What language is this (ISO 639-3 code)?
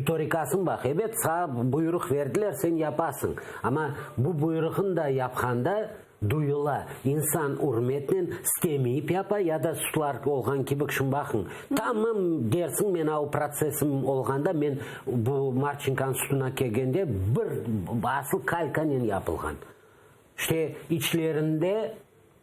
crh